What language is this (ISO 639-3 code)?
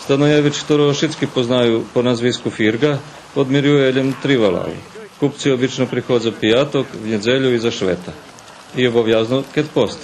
rue